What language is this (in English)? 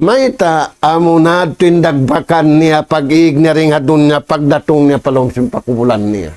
Tausug